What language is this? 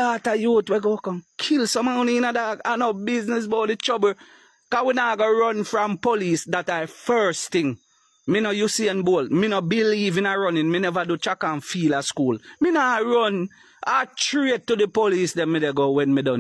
Jamaican Creole English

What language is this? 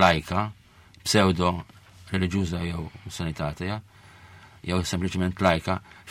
Maltese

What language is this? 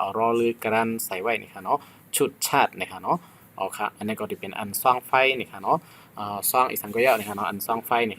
Shan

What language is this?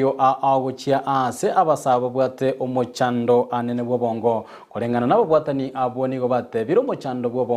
Gusii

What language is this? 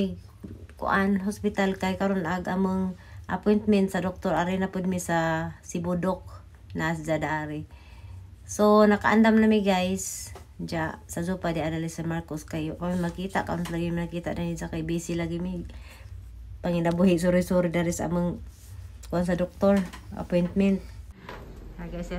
Cebuano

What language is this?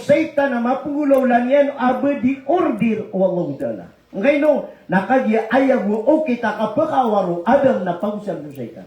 Maranao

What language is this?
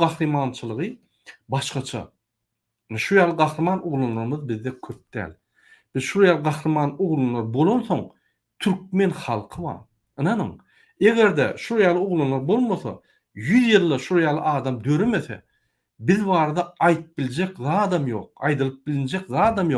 Turkmen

